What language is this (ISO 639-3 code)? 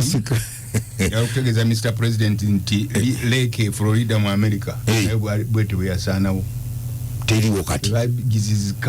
lug